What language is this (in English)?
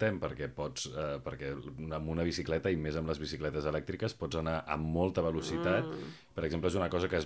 Catalan